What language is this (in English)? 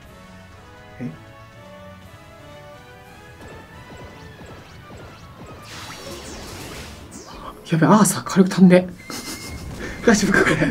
Japanese